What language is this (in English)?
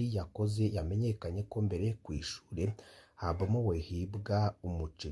Rundi